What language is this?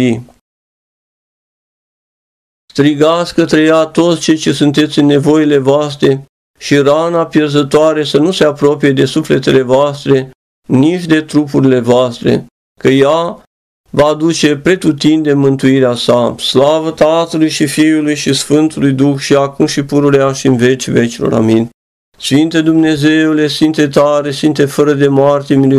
Romanian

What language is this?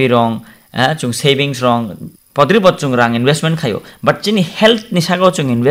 Kok Borok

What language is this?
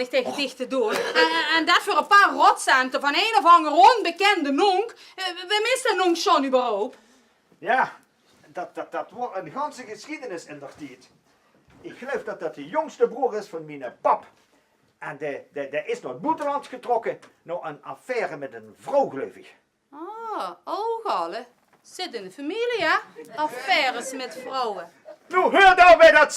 Limburgish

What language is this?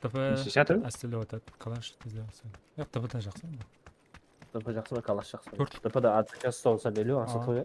Kara-Kalpak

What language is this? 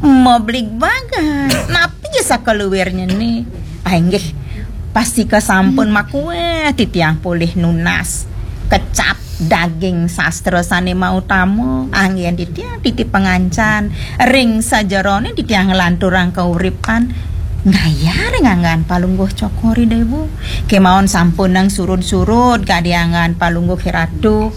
Balinese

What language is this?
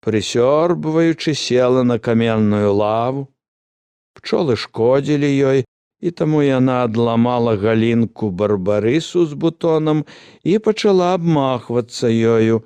Belarusian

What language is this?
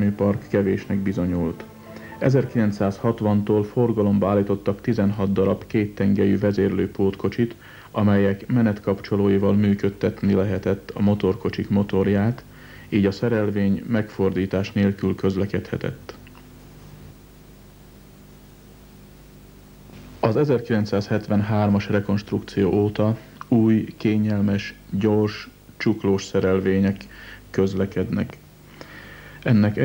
Hungarian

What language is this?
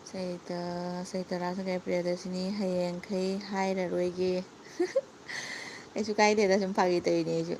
Manipuri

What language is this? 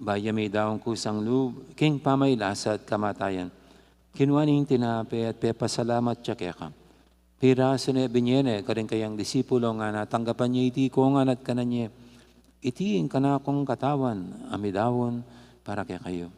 Pampanga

